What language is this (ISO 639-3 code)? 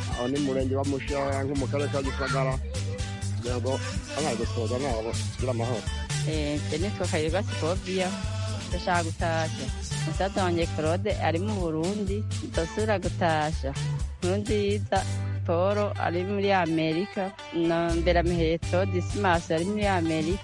kin